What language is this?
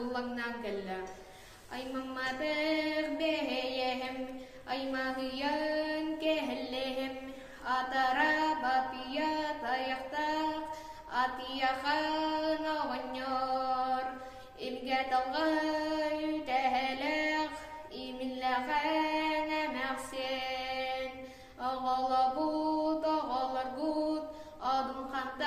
Yakut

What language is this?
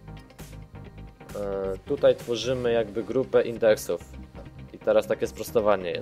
Polish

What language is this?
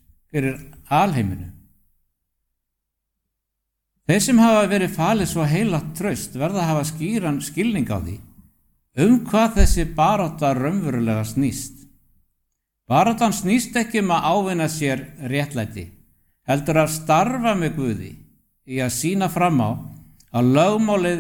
Icelandic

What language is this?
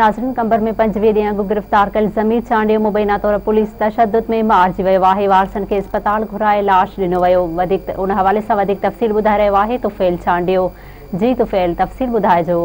Sindhi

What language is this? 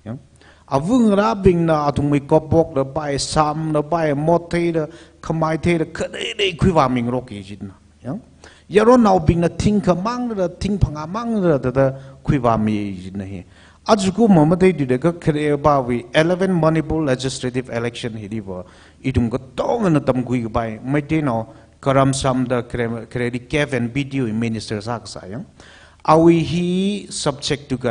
Tangkhul Naga (India)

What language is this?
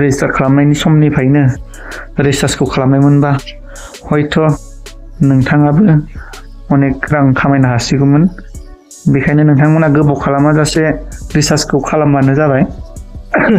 Bodo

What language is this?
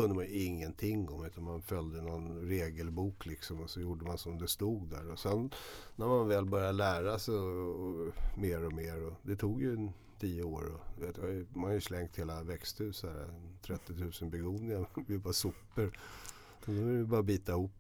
Swedish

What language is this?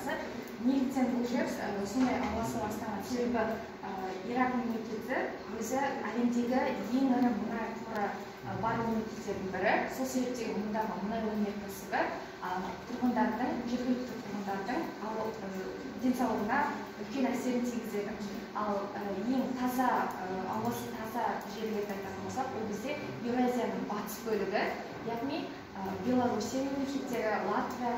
Kazakh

